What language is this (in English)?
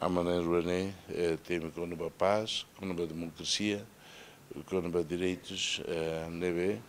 Tetum